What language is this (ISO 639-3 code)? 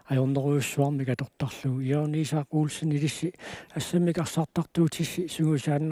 kal